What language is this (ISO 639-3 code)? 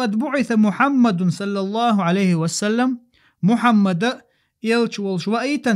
che